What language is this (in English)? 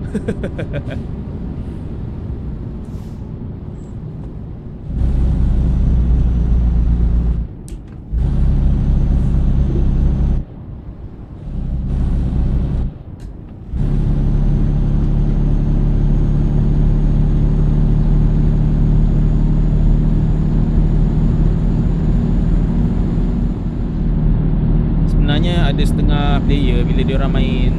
Malay